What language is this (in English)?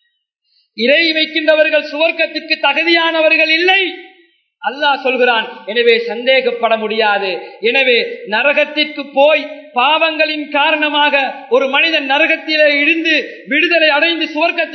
Tamil